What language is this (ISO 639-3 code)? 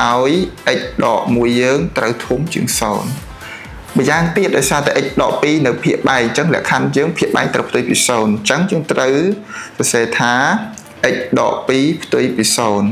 khm